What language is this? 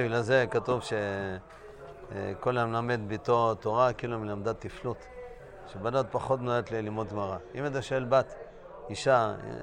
Hebrew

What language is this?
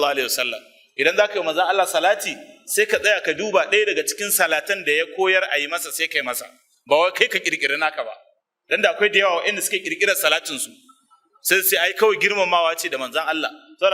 Hausa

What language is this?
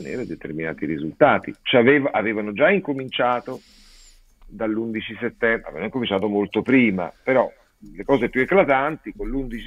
Italian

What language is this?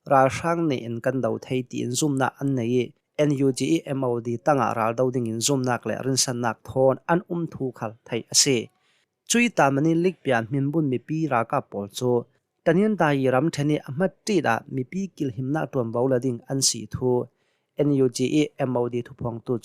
Hakha Chin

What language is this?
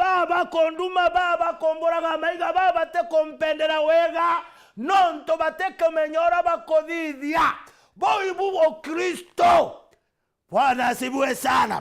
Meru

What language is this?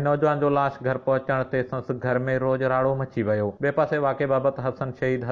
Sindhi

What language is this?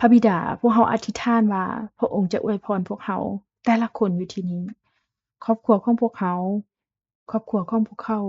Lao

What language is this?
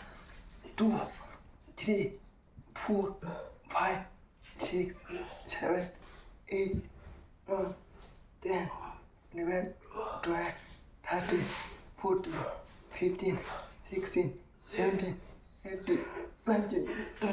Kok Borok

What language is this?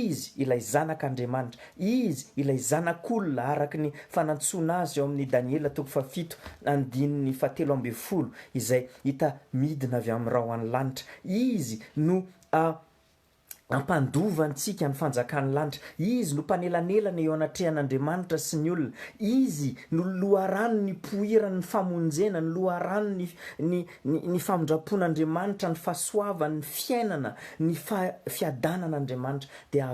Malagasy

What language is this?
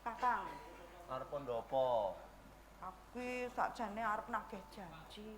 Javanese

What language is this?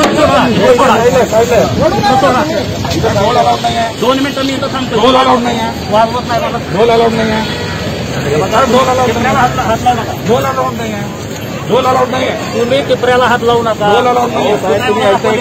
Marathi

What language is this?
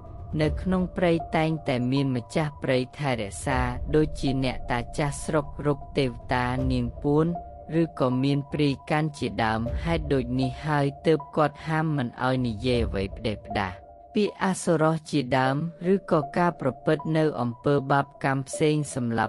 Khmer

